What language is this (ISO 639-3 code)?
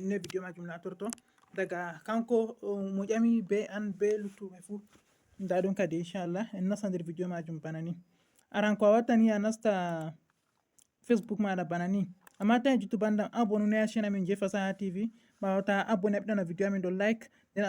ful